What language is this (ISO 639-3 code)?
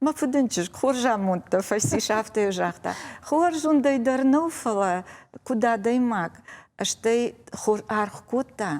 oss